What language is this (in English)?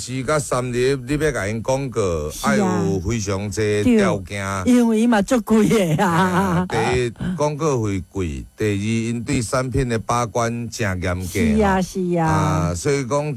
Min Nan Chinese